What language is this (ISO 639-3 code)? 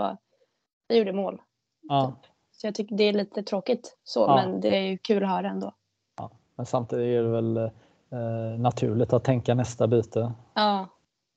swe